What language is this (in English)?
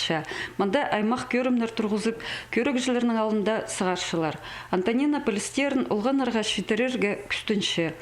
Khakas